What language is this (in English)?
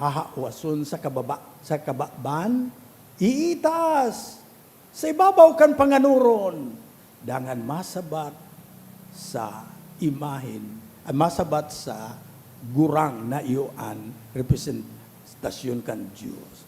Bikol